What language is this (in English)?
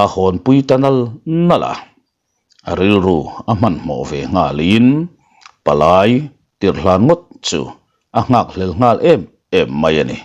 Mizo